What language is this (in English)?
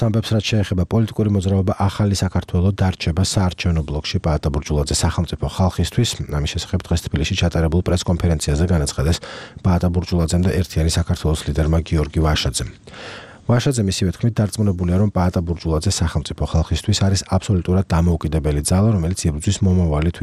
Georgian